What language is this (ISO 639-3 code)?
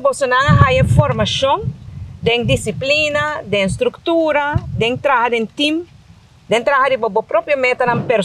pap